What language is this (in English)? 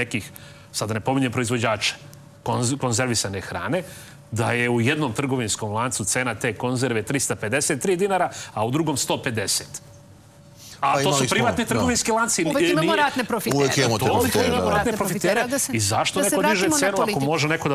Serbian